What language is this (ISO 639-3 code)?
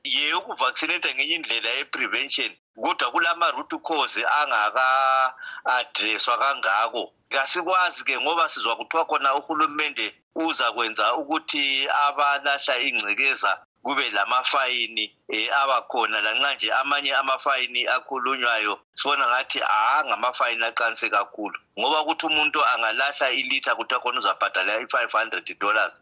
nde